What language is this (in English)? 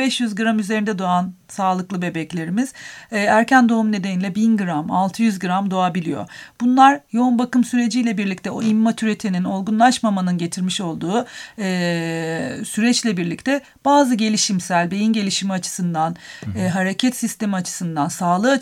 Turkish